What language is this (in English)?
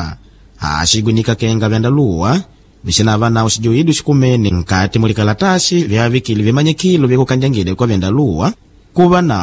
Makonde